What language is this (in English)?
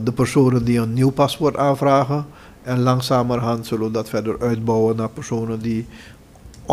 Dutch